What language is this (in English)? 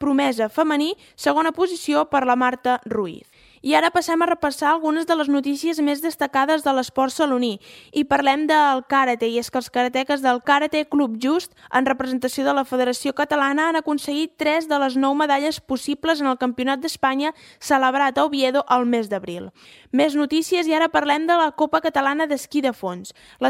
Catalan